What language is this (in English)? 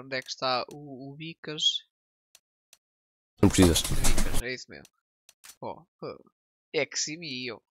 Portuguese